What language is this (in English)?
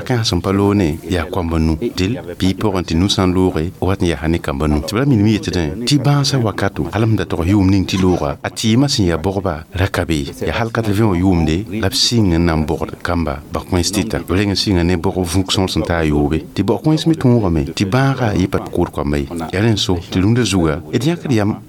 Mossi